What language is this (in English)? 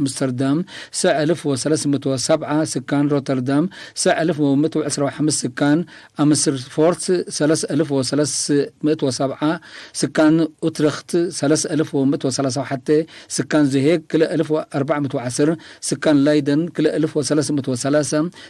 Tigre